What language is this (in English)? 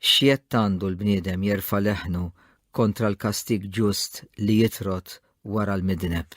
Maltese